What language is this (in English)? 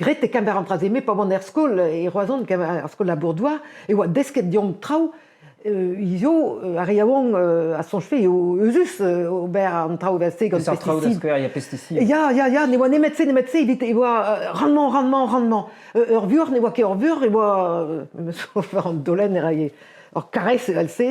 Breton